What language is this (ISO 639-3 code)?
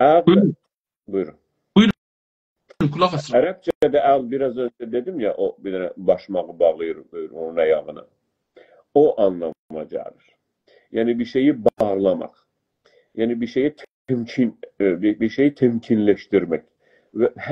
azb